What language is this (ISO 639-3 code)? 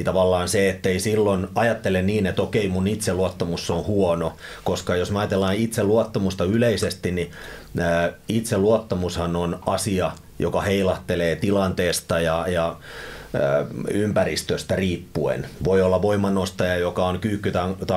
fin